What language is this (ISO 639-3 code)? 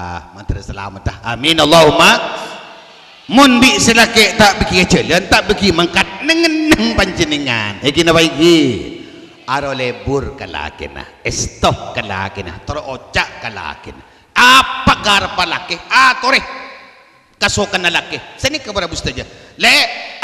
mad